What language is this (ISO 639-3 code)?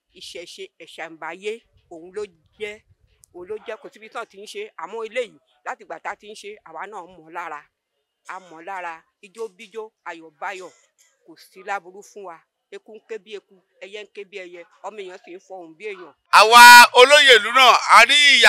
yor